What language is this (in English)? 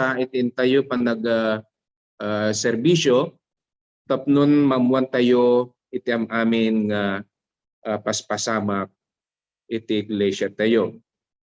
Iloko